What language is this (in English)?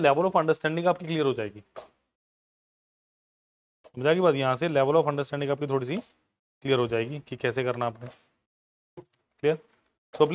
Hindi